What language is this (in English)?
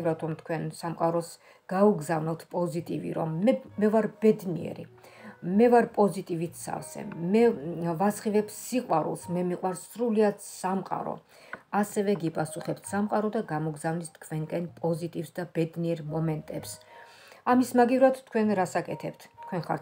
Georgian